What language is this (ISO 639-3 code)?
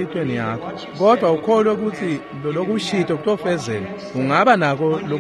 ssw